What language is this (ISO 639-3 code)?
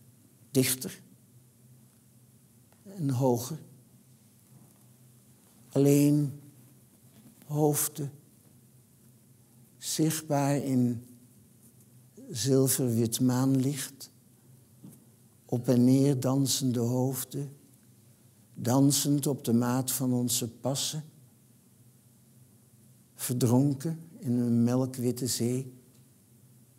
nld